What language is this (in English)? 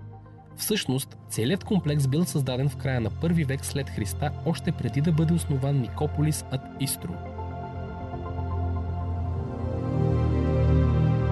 Bulgarian